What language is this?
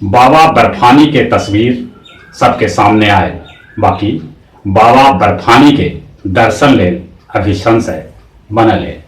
Magahi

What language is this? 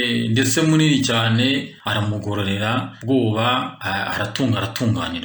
Kinyarwanda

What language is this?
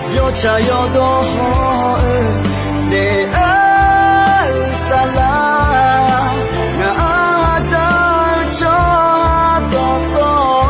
Akha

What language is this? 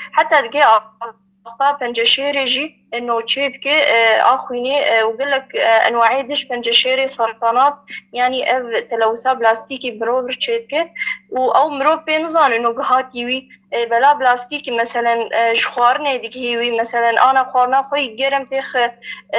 Kurdish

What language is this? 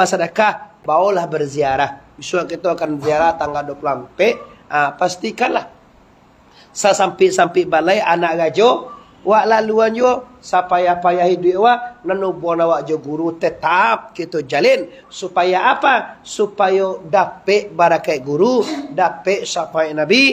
Minangkabau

